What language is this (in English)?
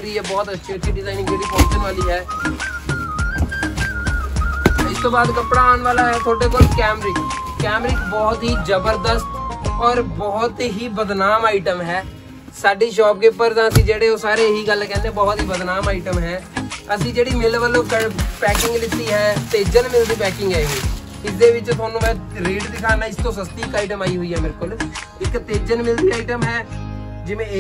Punjabi